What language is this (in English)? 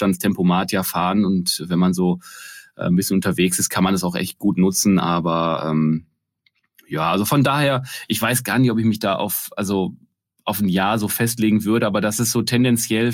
German